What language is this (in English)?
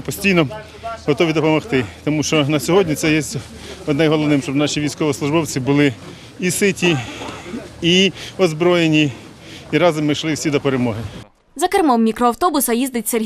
Ukrainian